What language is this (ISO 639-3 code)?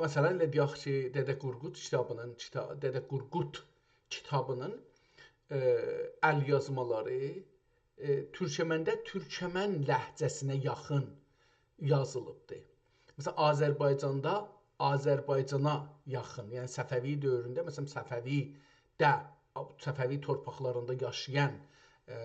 azb